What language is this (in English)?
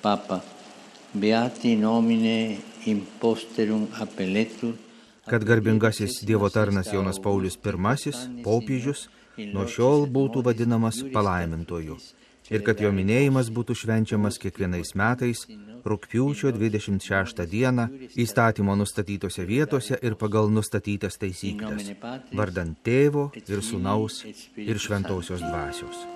Lithuanian